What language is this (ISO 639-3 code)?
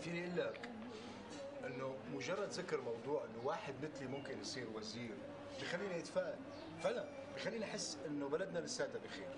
apc